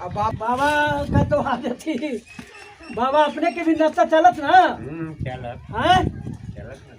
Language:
Magahi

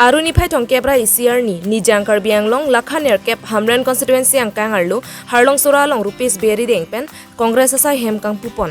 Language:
Karbi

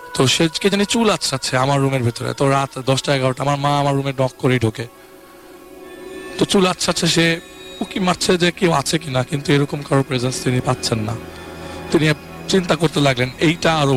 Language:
Bangla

